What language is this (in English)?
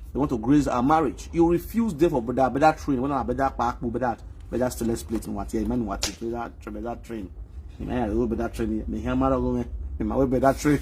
Nigerian Pidgin